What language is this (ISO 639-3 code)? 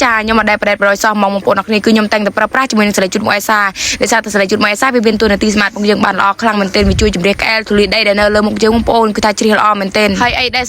khm